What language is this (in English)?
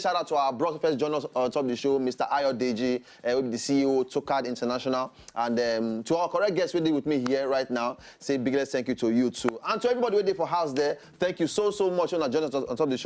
Nigerian Pidgin